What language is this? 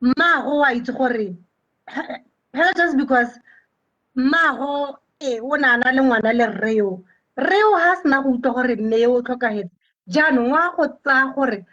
Tswana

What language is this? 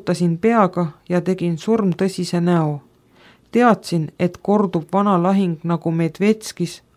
Estonian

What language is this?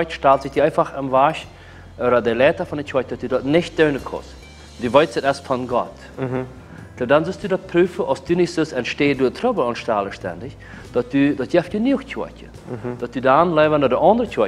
Plautdietsch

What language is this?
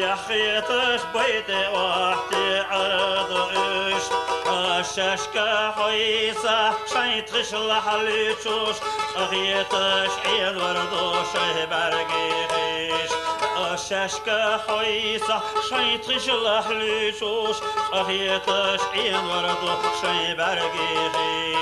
Chechen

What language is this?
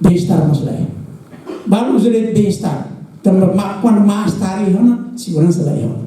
Tetum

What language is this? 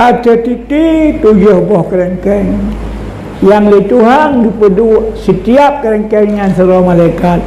Achinese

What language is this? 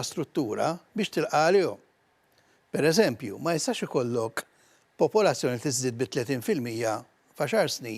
Maltese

